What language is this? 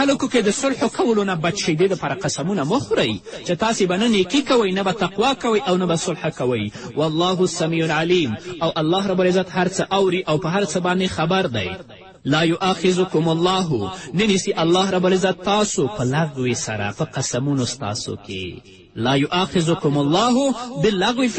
Pashto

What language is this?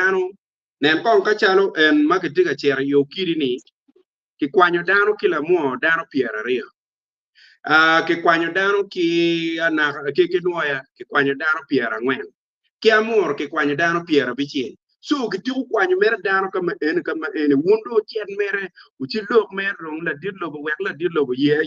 Acoli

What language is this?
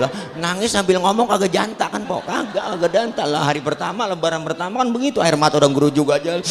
Betawi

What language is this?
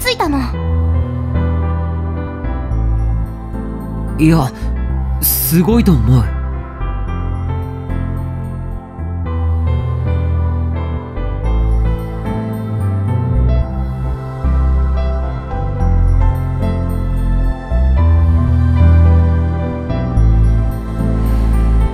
Japanese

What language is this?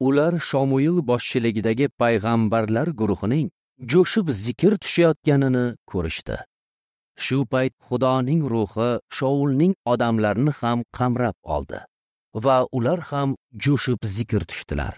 Uzbek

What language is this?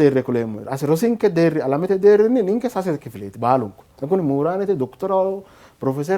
Sidamo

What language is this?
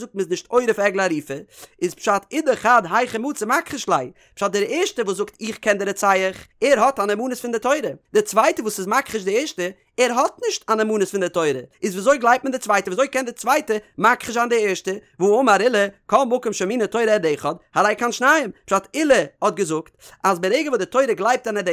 Yiddish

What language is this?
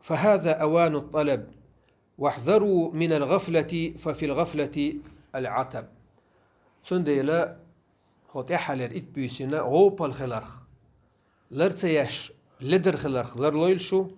Chechen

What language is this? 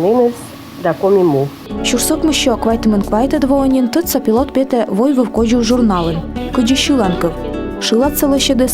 Komi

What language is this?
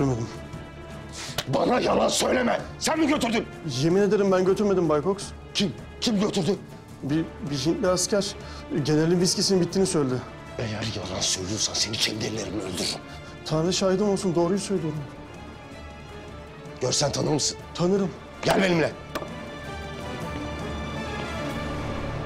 Turkish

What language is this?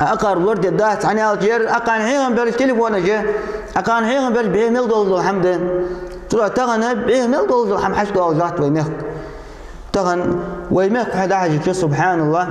Ingush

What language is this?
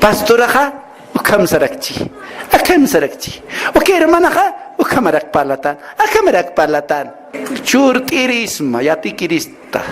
Aymara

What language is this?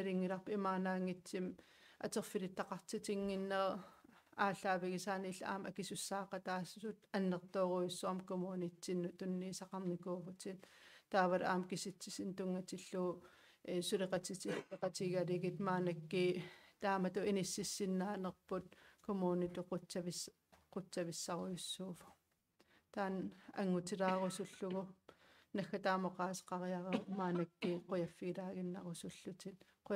Kalaallisut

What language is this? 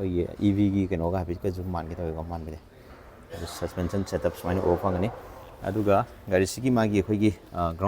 Manipuri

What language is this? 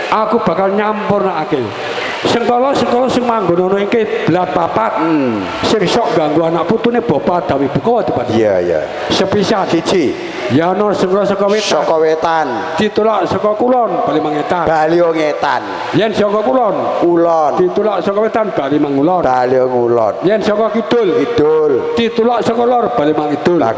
Javanese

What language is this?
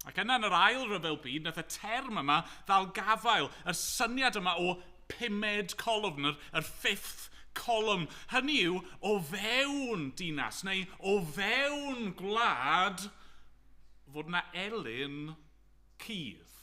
Welsh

